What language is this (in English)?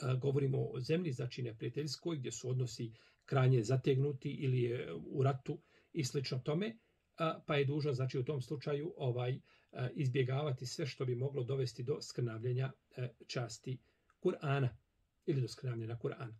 Bosnian